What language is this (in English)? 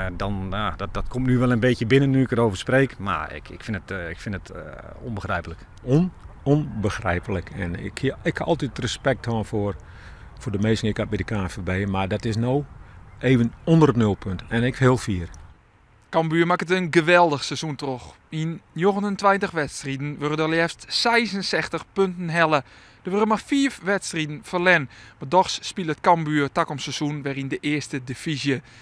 Western Frisian